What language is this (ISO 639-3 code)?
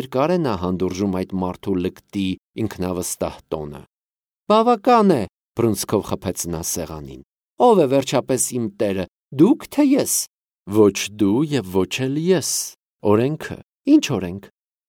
hye